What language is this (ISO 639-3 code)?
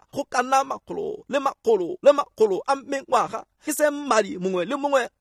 tsn